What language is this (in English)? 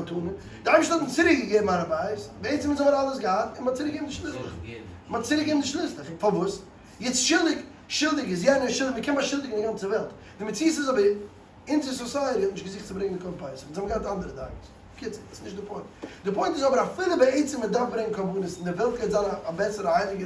Yiddish